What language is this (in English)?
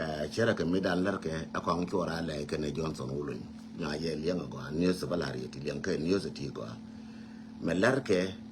Nuer